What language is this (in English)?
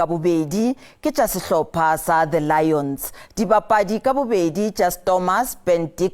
Northern Sotho